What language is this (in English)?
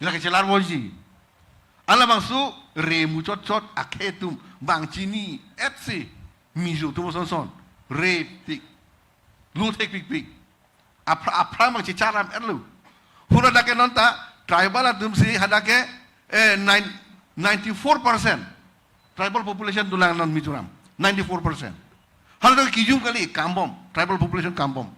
Karbi